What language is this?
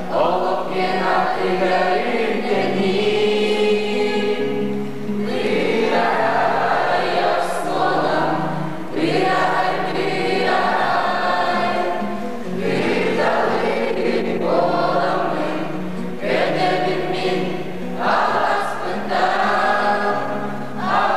Yakut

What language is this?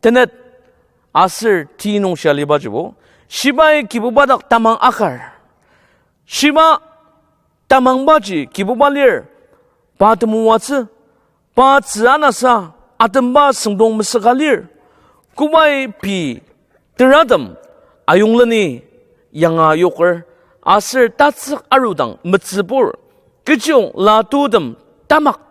Ao Naga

